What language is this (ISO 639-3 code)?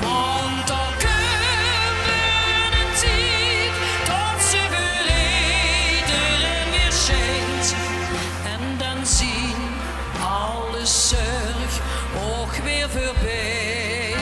lim